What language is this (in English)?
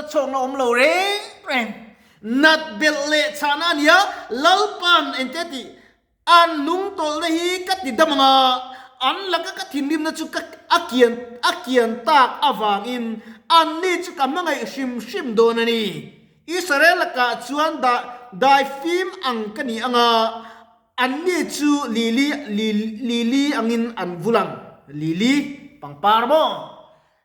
Mizo